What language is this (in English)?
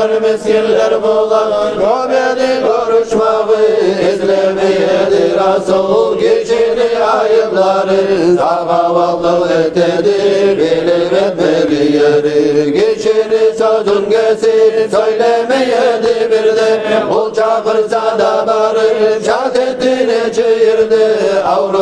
Kumyk